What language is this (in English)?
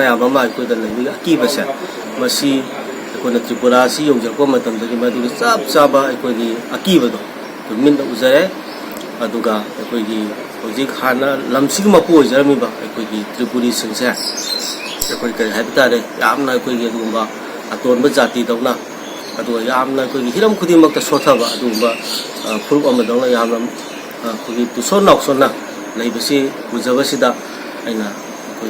Manipuri